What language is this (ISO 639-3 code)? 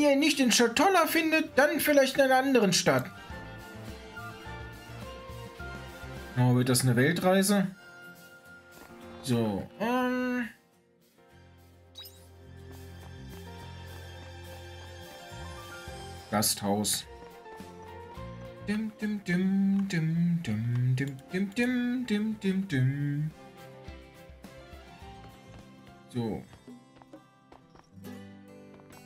deu